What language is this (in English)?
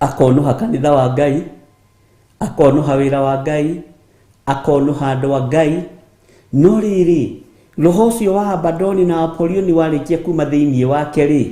Kikuyu